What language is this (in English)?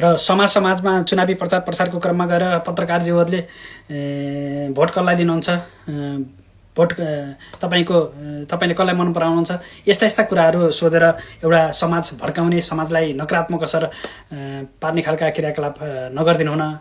Nepali